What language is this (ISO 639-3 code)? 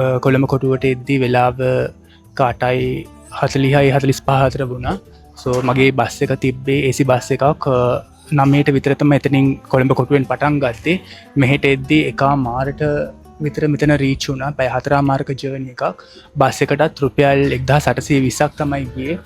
sin